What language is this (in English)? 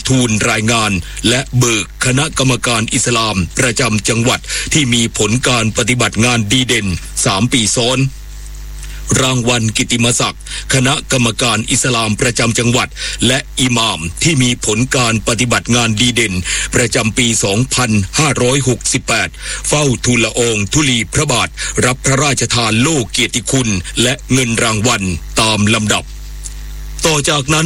Thai